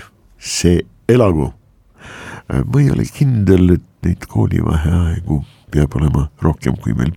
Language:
Estonian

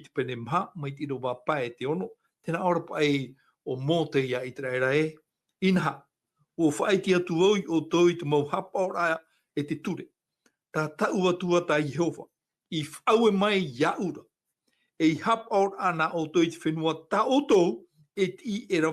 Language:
Tahitian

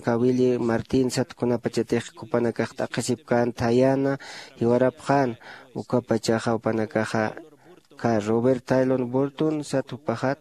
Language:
Aymara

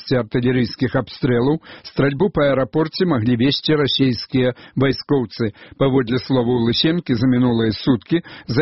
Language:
Belarusian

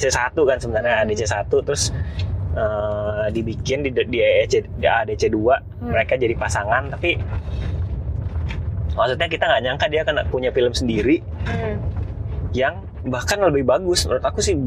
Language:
Indonesian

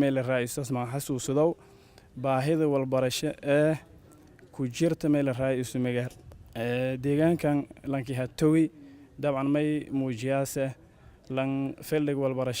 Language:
Somali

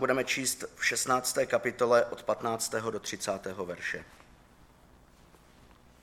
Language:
Czech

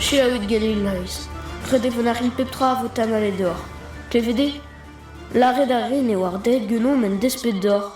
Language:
Breton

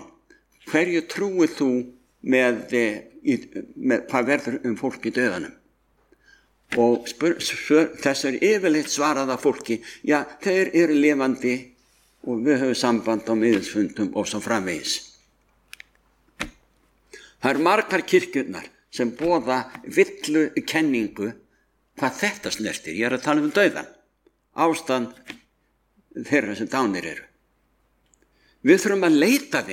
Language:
Icelandic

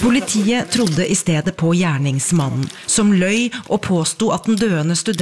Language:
Norwegian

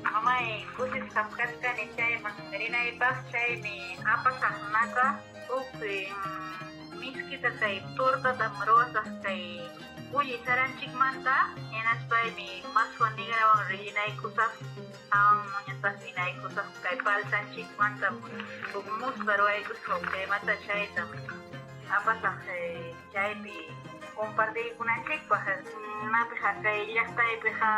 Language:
Ayacucho Quechua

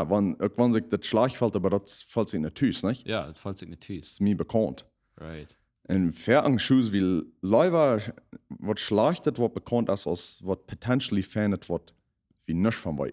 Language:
Plautdietsch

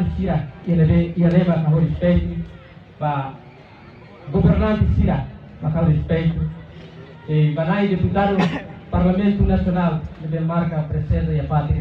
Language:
Tetum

